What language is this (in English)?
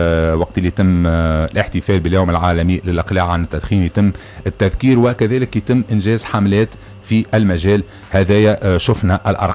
Tunisian Arabic